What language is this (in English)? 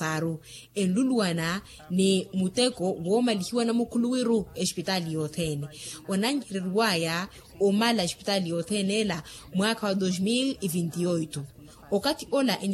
Makhuwa